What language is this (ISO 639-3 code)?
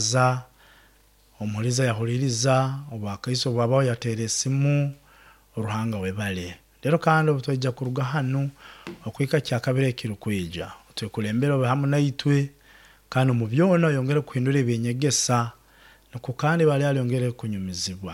nyo